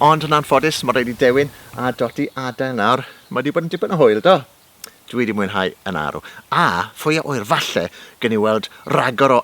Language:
Welsh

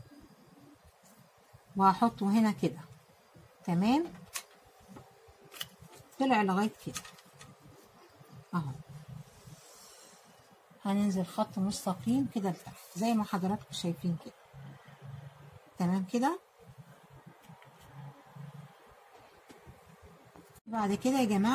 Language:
Egyptian Arabic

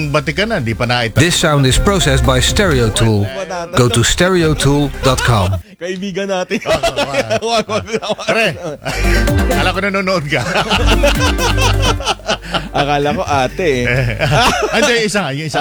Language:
Filipino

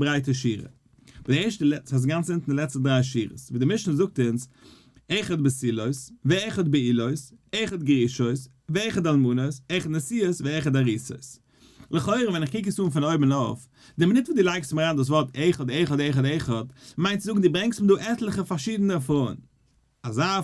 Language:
Yiddish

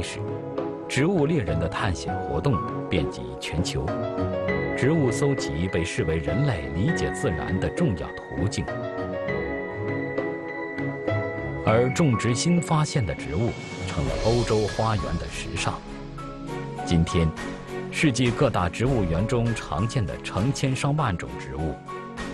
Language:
Chinese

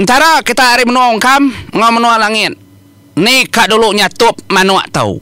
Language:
Iban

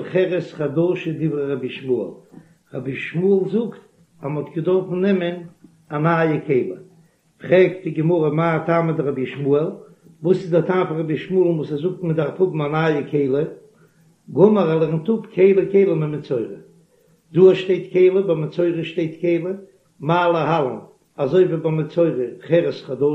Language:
Yiddish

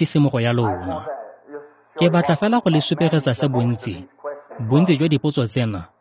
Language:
Tswana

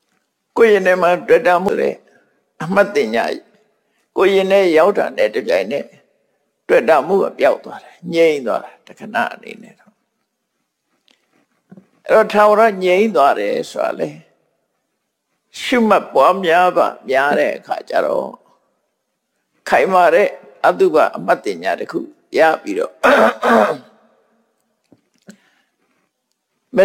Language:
Burmese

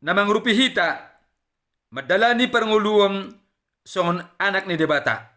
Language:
Batak Toba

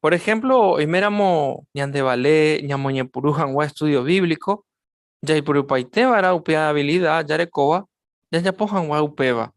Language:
Guarani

